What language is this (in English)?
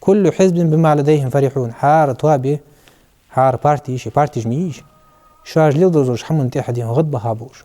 Ingush